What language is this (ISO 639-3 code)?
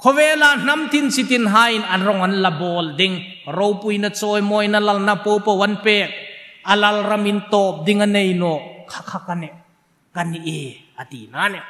hmr